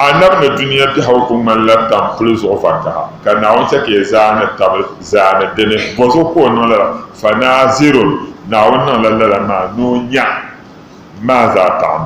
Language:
Dagbani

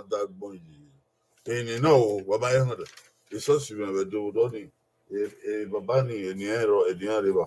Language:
Bini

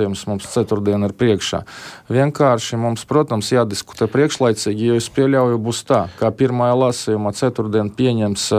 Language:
Latvian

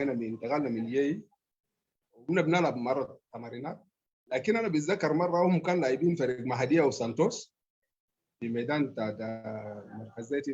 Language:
Sudanese Arabic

